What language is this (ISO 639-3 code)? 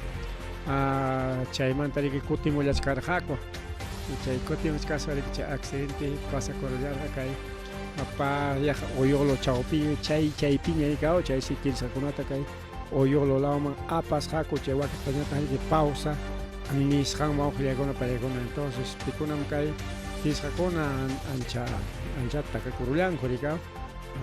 quy